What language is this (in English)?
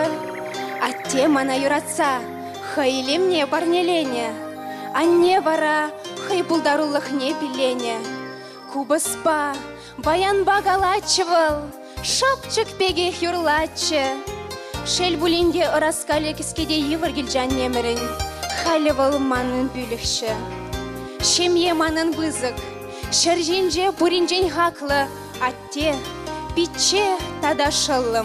Chuvash